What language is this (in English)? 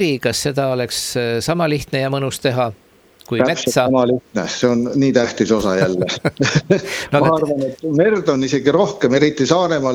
Estonian